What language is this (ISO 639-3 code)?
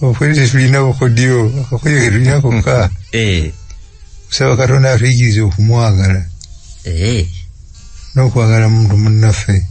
lug